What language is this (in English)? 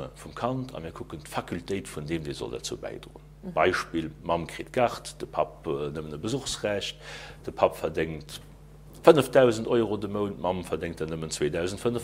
Luxembourgish